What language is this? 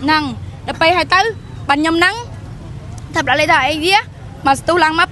Khmer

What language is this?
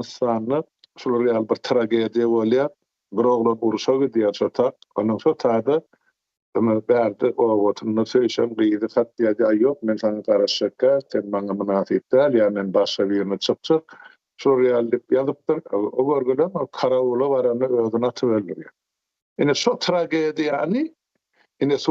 Turkmen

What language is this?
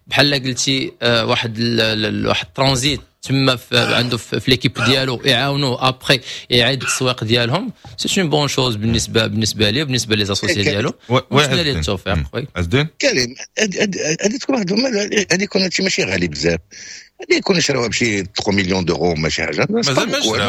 Moroccan Arabic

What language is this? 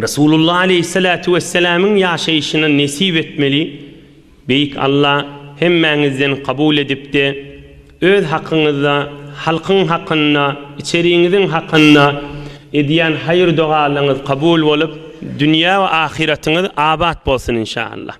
Turkmen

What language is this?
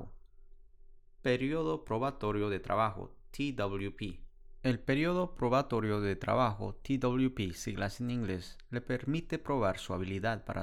Spanish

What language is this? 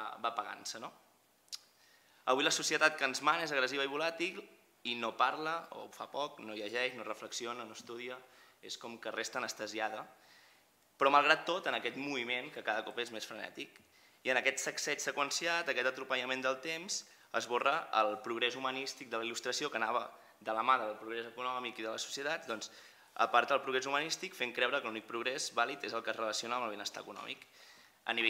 Catalan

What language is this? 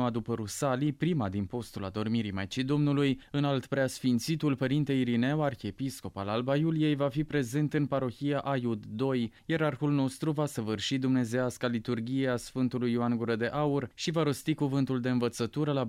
Romanian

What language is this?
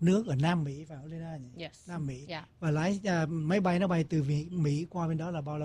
Vietnamese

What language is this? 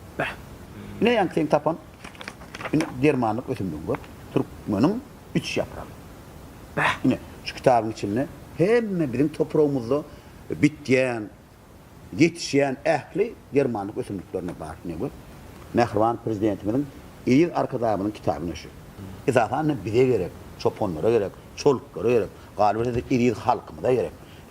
Turkmen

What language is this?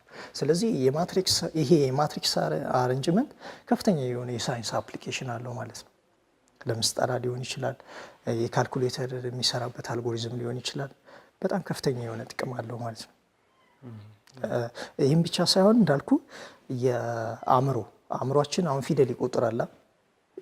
Amharic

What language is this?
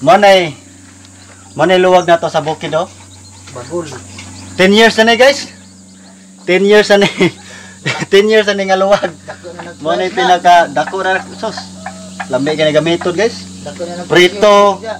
Cebuano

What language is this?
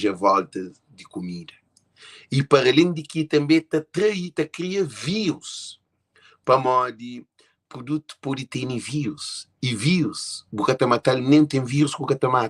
Kabuverdianu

